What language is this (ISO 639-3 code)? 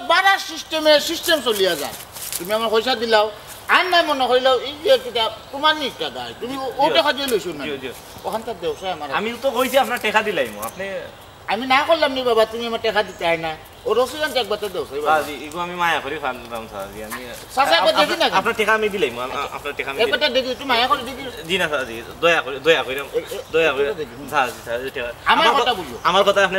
syl